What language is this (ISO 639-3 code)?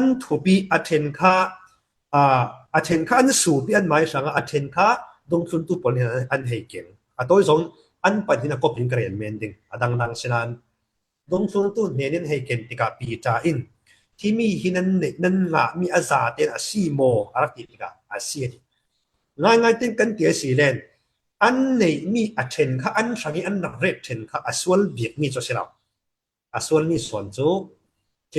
cfm